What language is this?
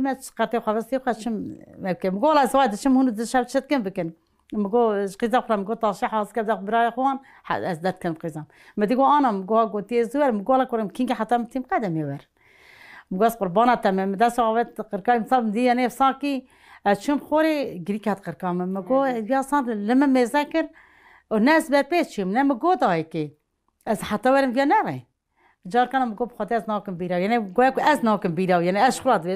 Kurdish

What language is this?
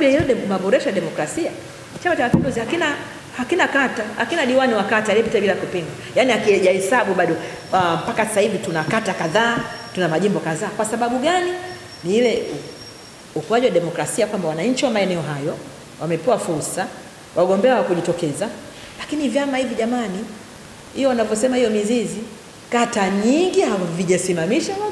Swahili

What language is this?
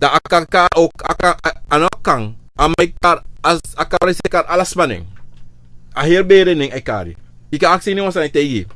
Sranan Tongo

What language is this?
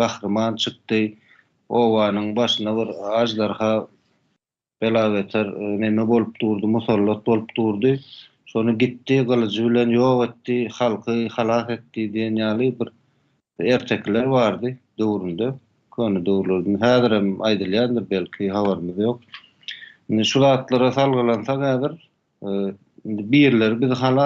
Turkmen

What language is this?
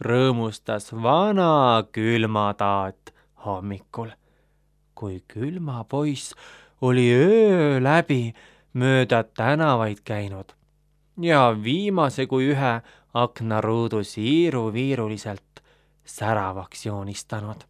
Estonian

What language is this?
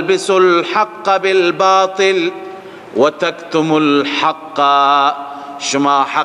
Persian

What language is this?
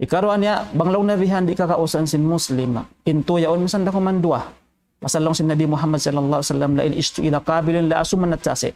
Tausug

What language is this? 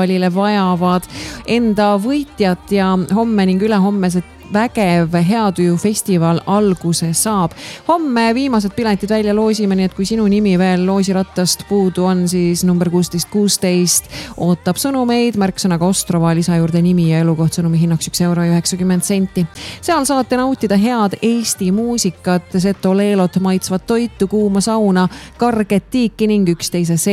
Estonian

